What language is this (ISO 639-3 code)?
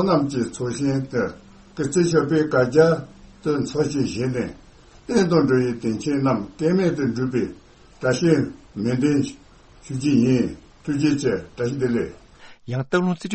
bod